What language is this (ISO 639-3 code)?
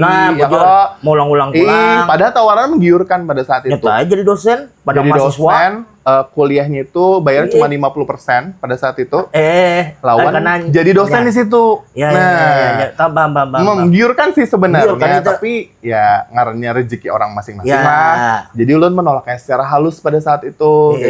bjn